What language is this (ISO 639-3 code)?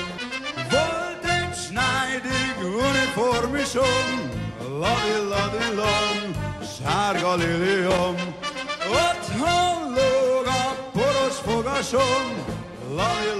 hun